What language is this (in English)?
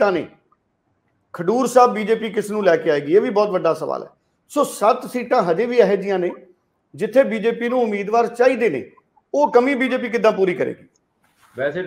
Punjabi